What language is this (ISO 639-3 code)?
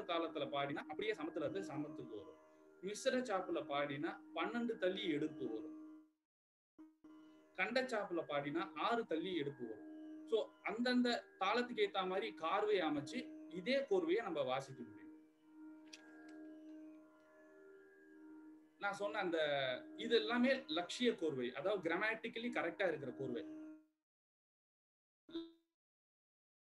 tam